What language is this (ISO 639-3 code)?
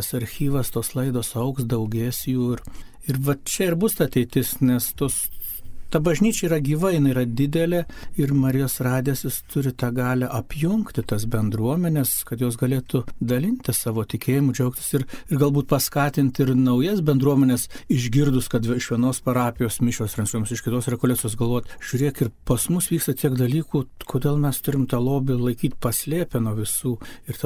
lit